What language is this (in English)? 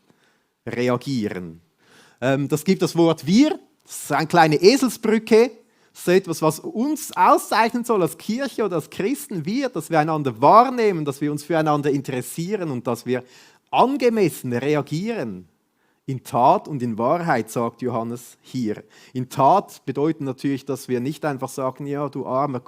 Swiss German